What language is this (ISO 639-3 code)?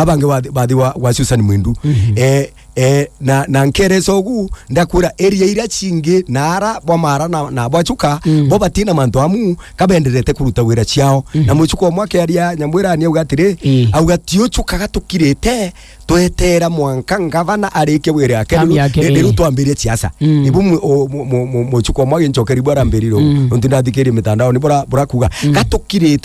mer